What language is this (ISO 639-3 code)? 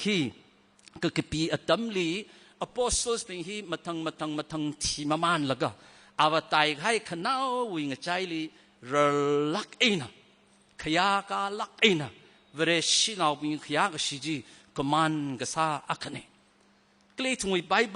nmf